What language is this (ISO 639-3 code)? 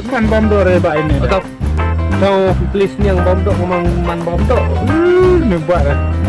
kha